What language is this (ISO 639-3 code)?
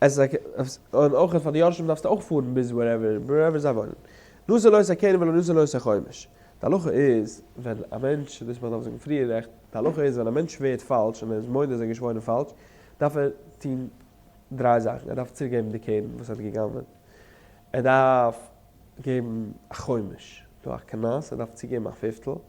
yid